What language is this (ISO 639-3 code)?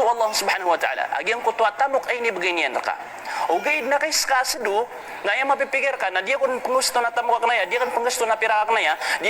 mrw